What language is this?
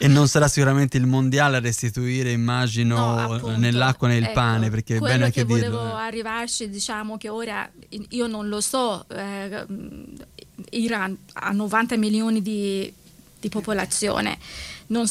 Italian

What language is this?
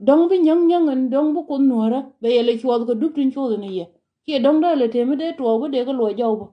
Nuer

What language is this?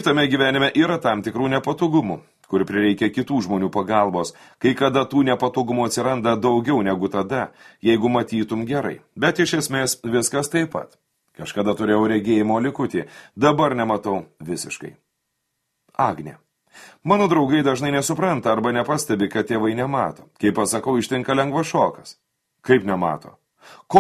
Lithuanian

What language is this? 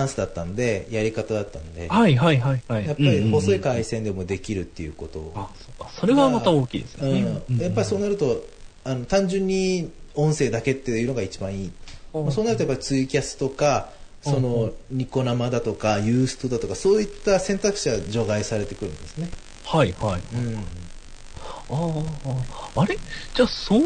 Japanese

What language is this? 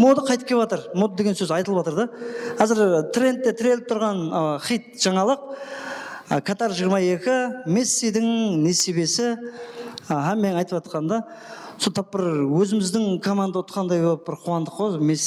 Kara-Kalpak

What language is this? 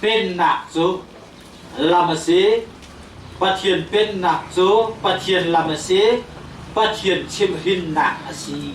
Hakha Chin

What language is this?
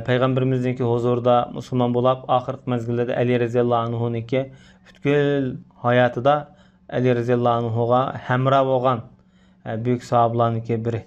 Uyghur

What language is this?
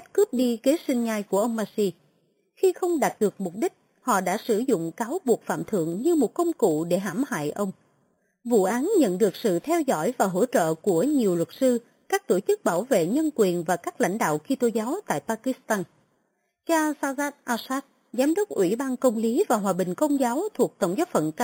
Vietnamese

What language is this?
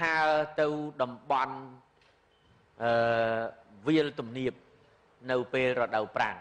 Khmer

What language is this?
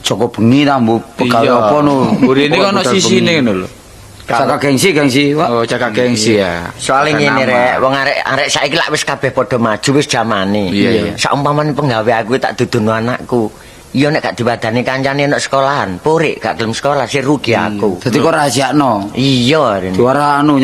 Javanese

